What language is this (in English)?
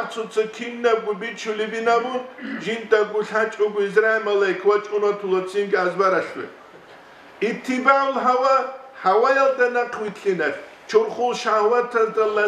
Avaric